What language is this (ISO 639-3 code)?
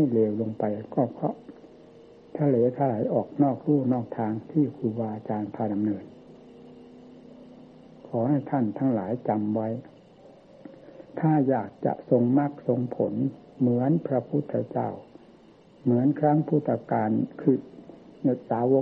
tha